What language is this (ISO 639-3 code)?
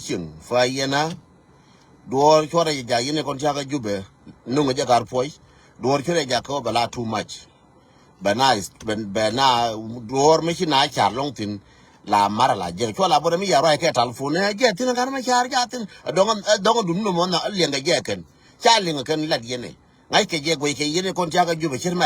nus